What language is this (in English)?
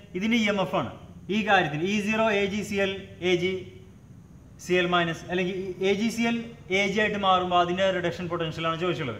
Malayalam